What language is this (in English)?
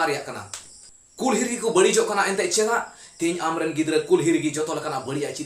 Santali